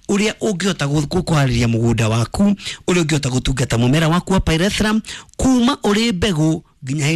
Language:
Kikuyu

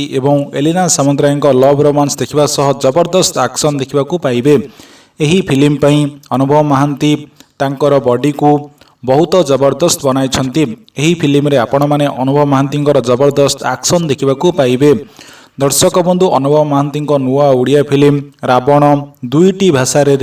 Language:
Odia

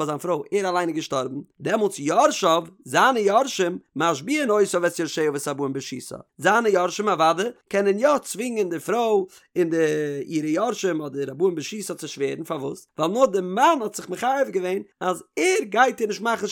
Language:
Yiddish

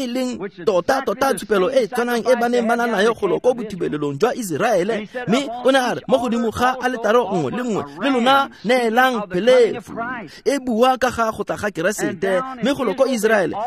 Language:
Tswana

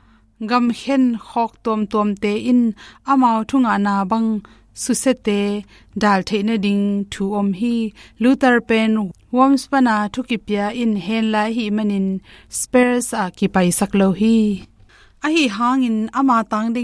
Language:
Tedim Chin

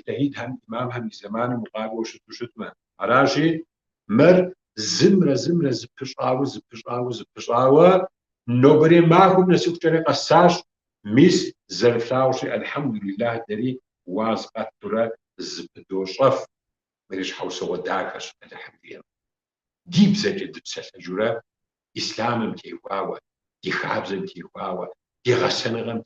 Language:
Kabardian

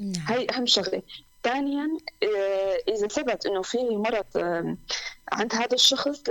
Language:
North Levantine Arabic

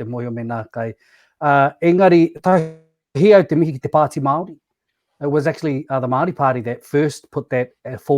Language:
Māori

